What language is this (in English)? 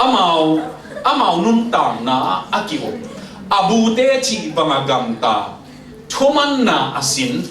Tedim Chin